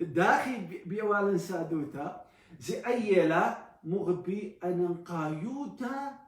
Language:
Assyrian Neo-Aramaic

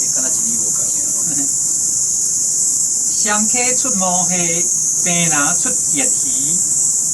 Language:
Min Nan Chinese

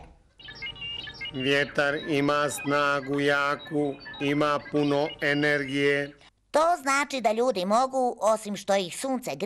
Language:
Bosnian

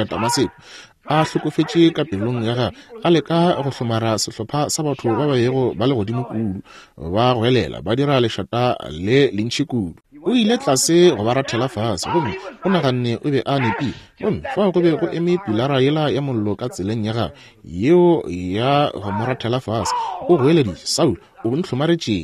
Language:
Northern Sotho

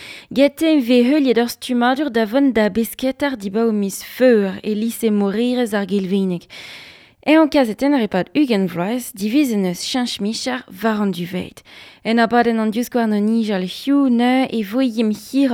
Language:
Breton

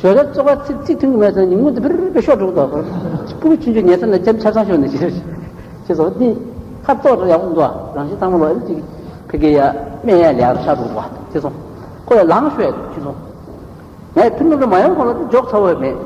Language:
Tibetan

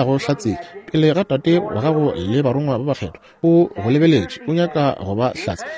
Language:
Northern Sotho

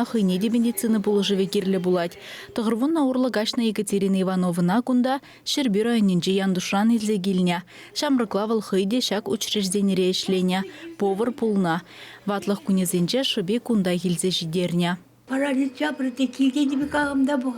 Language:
Chuvash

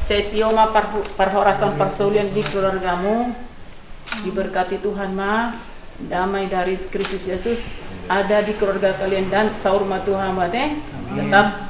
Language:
Batak Toba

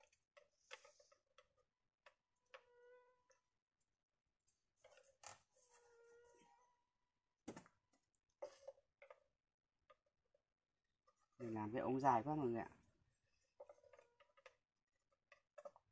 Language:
Vietnamese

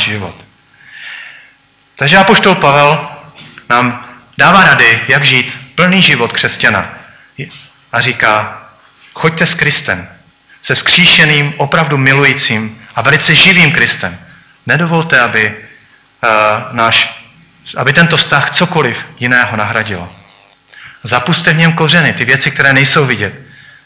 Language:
Czech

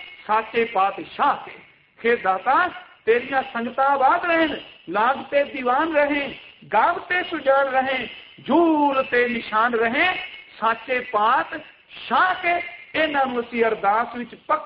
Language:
Punjabi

